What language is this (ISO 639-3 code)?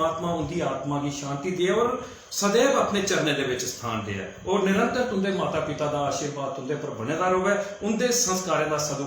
doi